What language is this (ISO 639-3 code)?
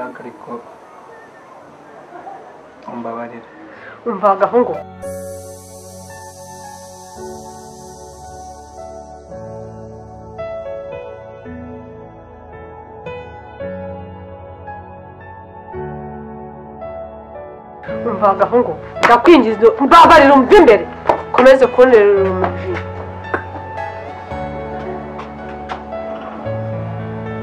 kin